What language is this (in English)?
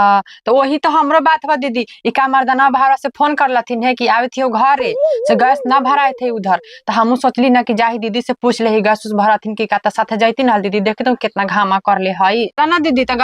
Magahi